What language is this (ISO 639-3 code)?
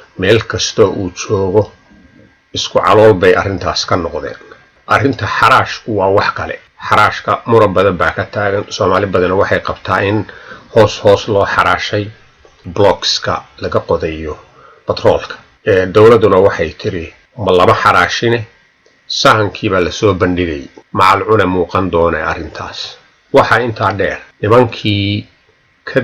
som